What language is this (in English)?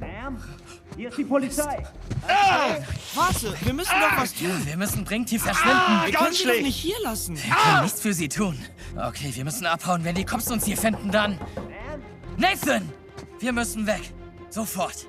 Bavarian